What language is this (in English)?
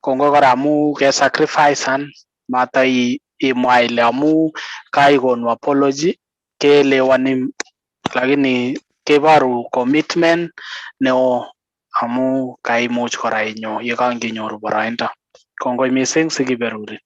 Kalenjin